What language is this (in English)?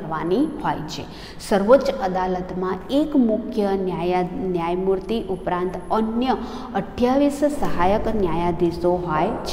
Gujarati